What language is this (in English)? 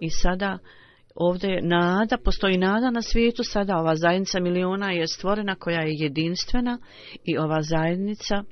Bosnian